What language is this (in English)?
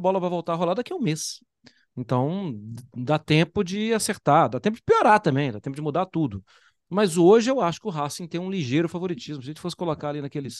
Portuguese